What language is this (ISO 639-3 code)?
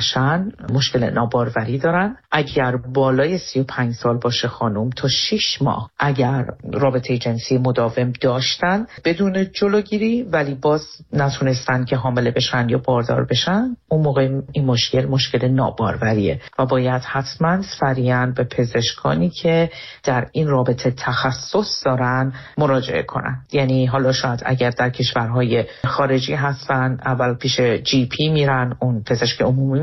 fas